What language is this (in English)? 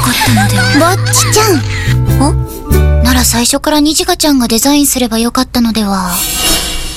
Japanese